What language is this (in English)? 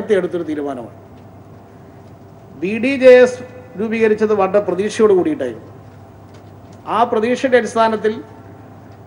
Malayalam